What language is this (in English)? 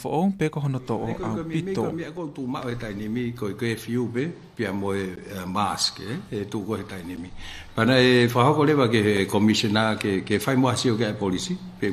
Tongan